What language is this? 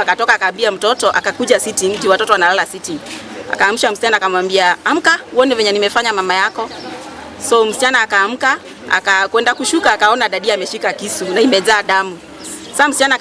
Kikuyu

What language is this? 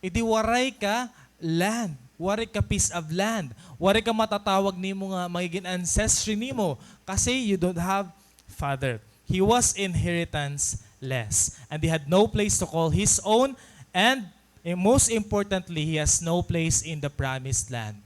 Waray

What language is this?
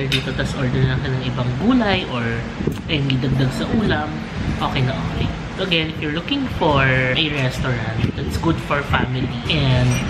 Filipino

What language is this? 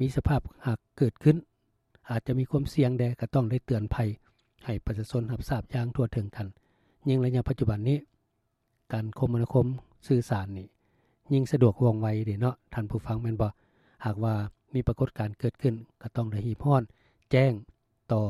Lao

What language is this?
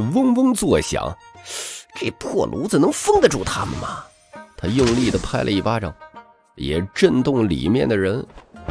Chinese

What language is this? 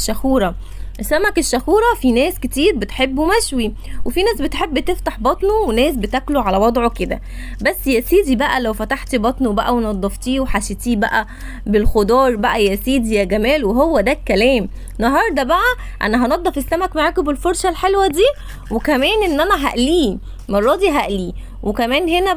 Egyptian Arabic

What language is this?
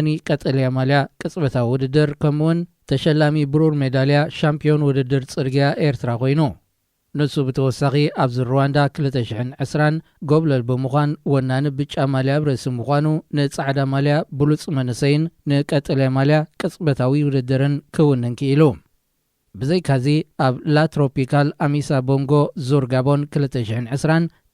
Tigrinya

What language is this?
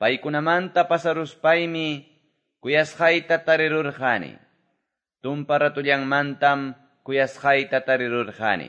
Quechua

